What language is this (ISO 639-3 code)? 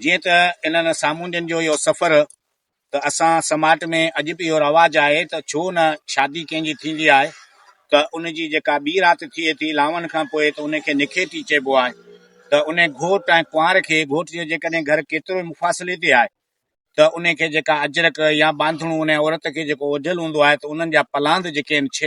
snd